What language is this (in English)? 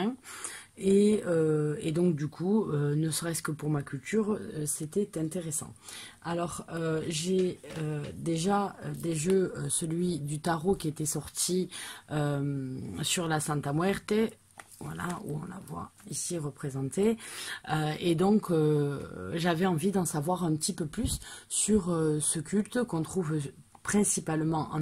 French